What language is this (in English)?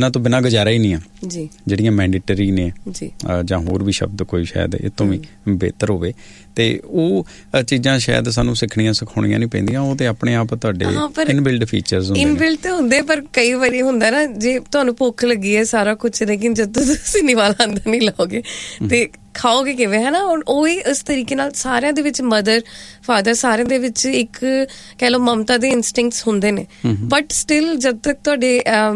Punjabi